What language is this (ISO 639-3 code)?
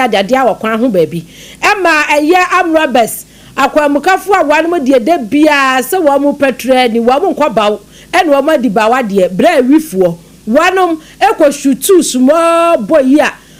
aka